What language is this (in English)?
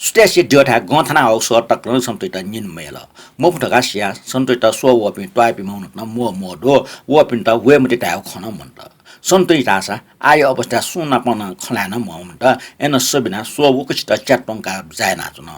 Newari